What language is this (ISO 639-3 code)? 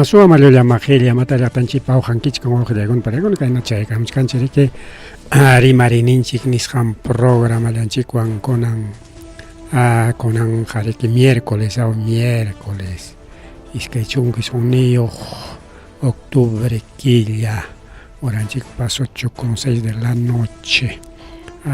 quy